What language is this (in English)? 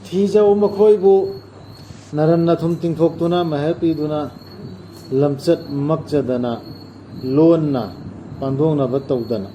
Manipuri